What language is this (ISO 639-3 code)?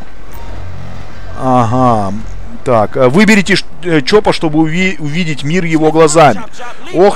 rus